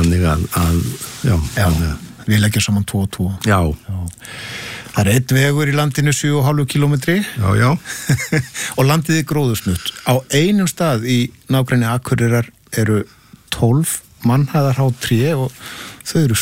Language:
Icelandic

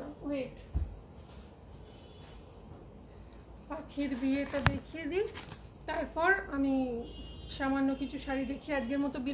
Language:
Bangla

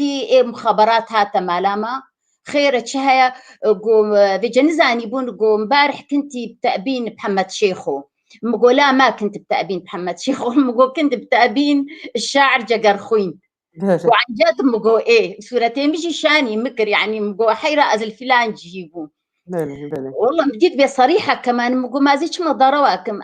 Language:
Kurdish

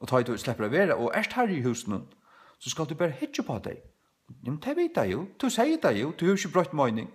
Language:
Faroese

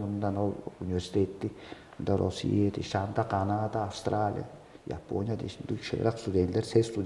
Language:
Tuvinian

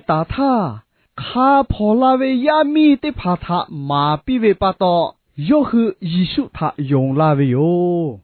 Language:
Lahu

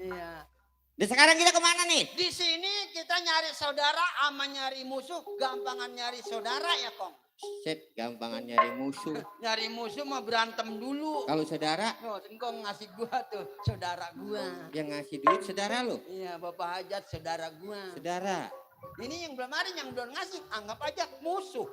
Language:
Betawi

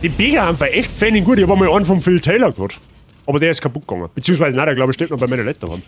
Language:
Bavarian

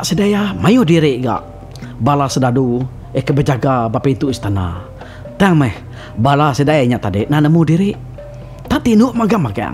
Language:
Iban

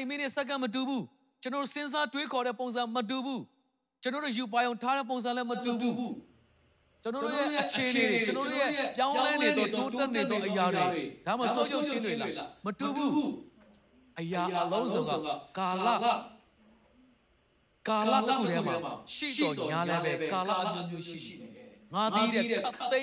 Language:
Burmese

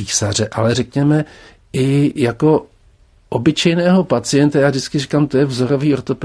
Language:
Czech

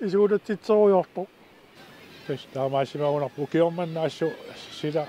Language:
Kalaallisut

